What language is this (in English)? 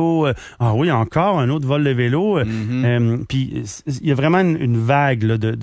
French